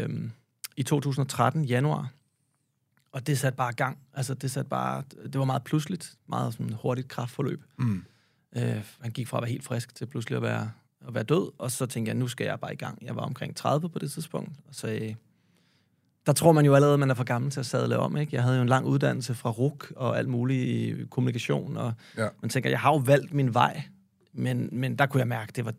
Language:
Danish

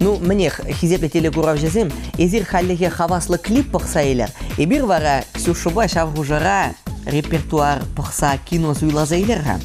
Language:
Chuvash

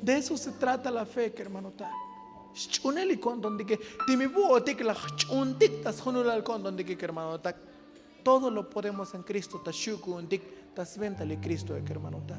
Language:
Tzotzil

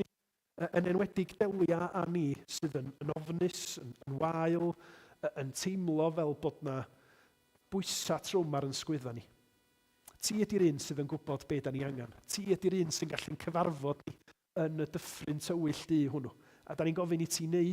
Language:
Welsh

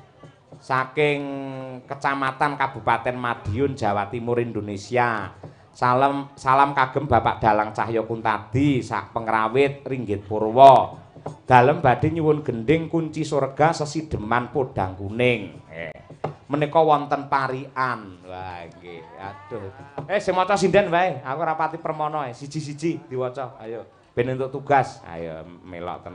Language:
Javanese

